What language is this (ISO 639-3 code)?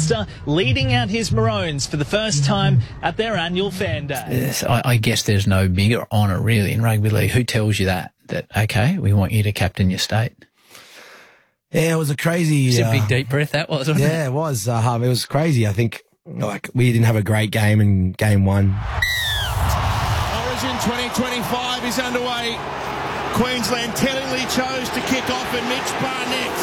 eng